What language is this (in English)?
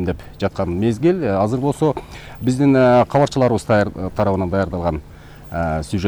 Kyrgyz